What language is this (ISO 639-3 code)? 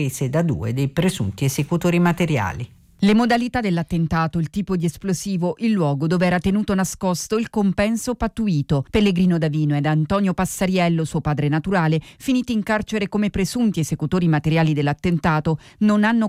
ita